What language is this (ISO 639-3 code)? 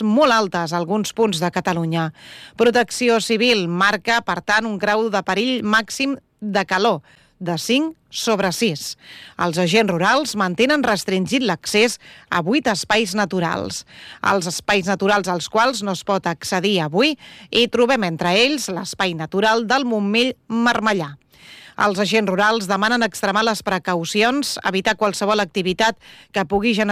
cat